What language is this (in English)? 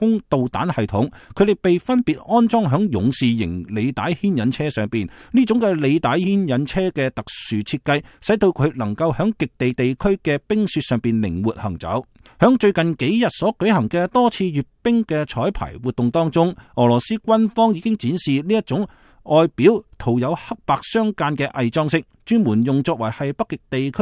Cantonese